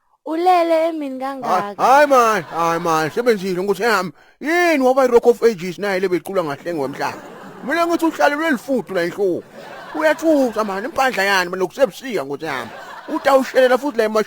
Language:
Zulu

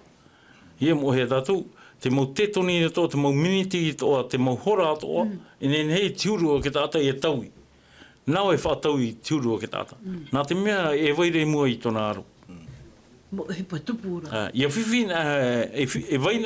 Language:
Tahitian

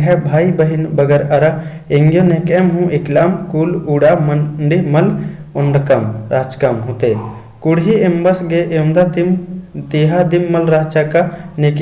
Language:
Kurukh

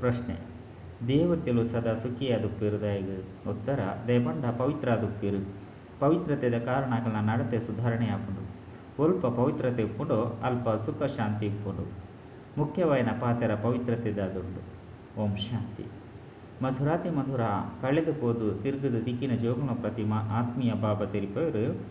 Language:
Tulu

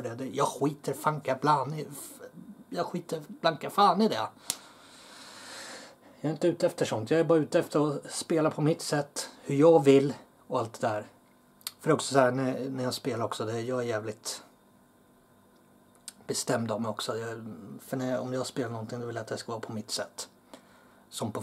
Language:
Swedish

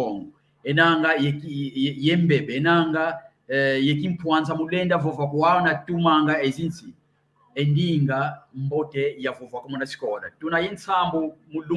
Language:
San Salvador Kongo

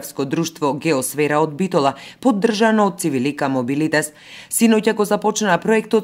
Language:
Macedonian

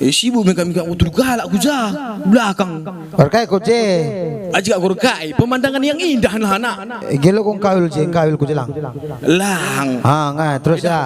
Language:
Batak Karo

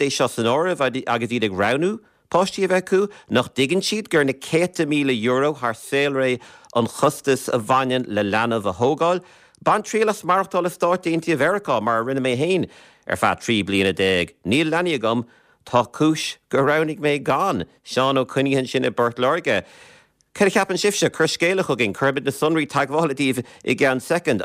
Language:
Irish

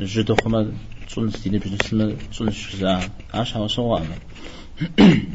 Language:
Kabardian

